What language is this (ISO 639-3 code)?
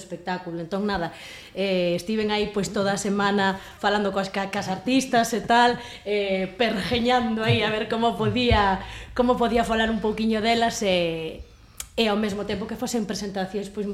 glg